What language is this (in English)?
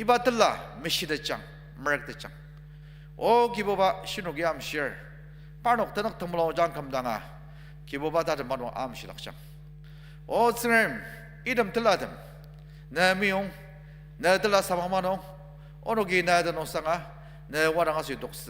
Ao Naga